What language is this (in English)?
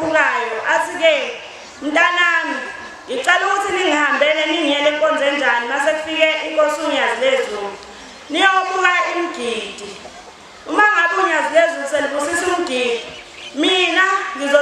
Zulu